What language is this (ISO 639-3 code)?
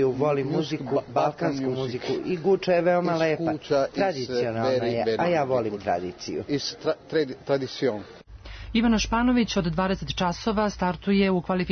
srp